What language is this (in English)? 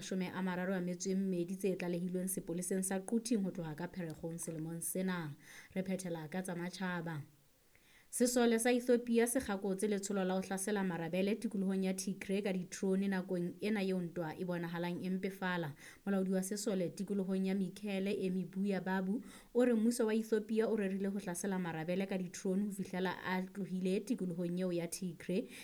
Southern Sotho